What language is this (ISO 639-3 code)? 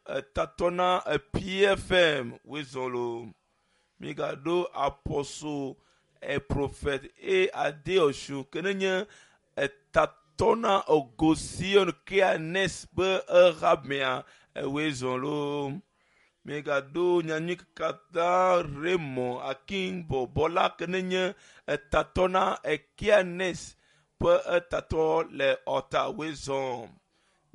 ewe